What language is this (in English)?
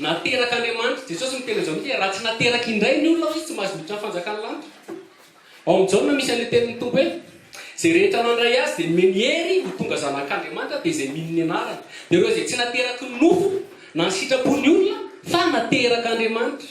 Malagasy